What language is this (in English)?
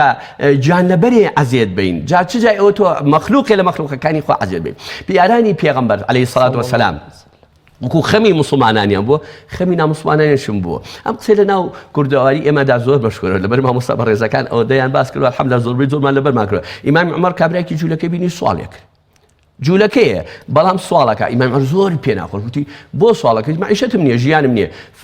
Central Kurdish